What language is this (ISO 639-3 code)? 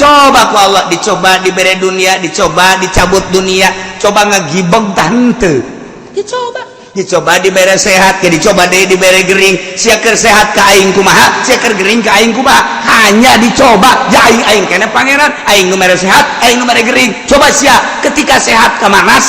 sun